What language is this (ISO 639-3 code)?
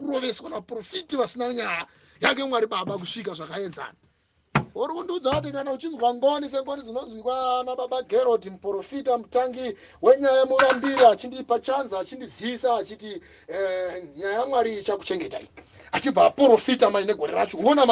sna